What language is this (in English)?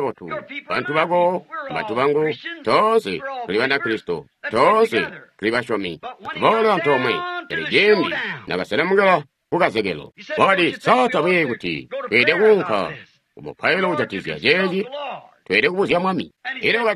Tonga (Zambia)